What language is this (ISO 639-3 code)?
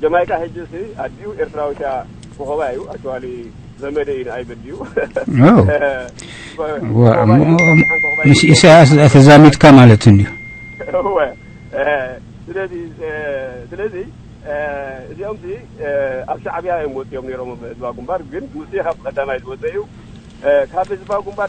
tir